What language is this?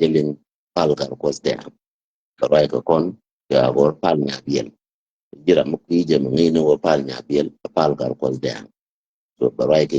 Nuer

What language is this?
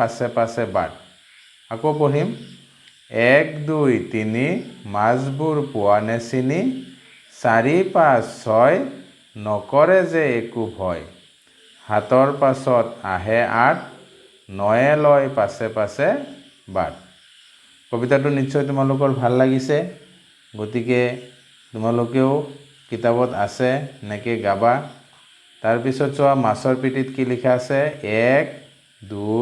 Assamese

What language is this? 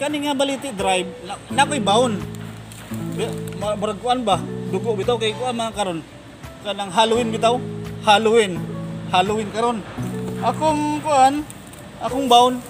Cebuano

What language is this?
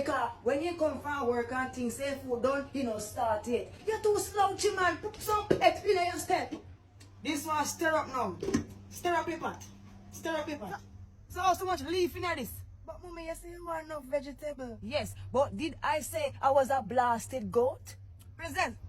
Jamaican Creole English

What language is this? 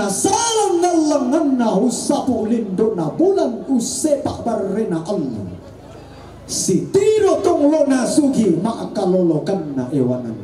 Toraja-Sa'dan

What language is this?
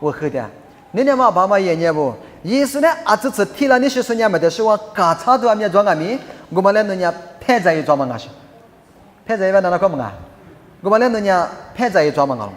Lisu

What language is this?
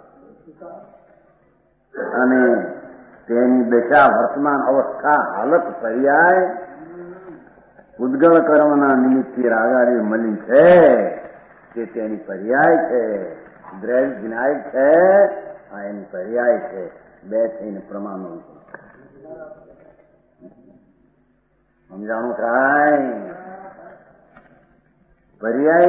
Gujarati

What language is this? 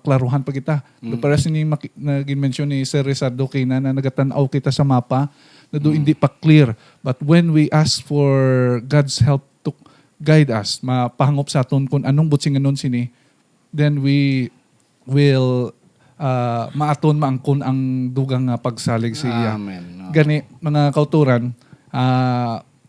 Hiligaynon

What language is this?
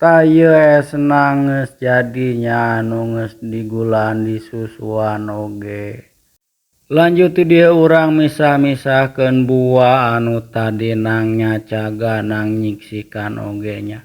Sundanese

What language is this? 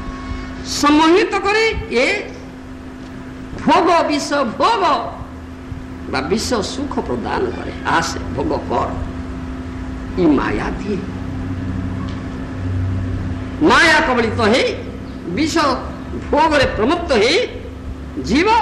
Odia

